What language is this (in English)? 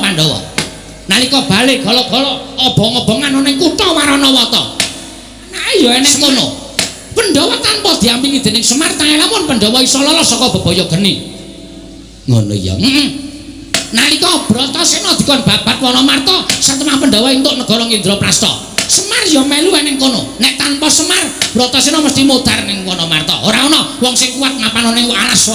Javanese